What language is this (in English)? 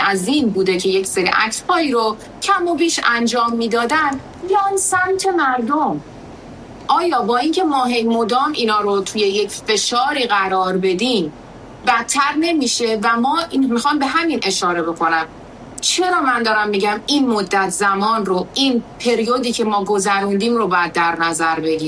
Persian